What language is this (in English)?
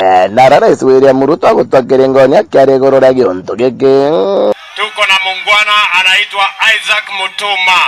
Meru